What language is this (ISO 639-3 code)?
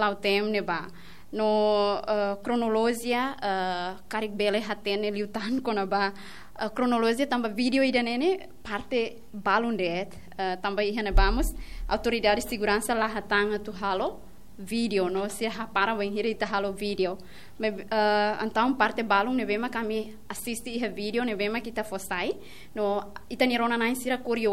tet